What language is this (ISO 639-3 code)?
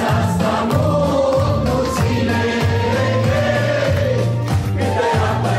ron